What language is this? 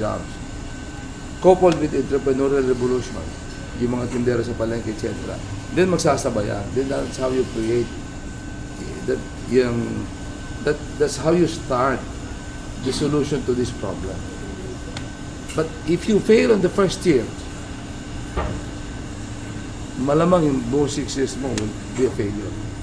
Filipino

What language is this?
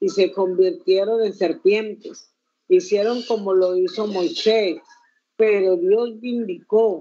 Spanish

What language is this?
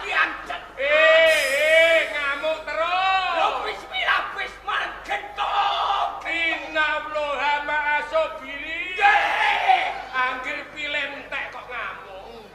Javanese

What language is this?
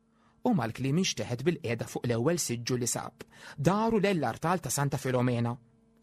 Maltese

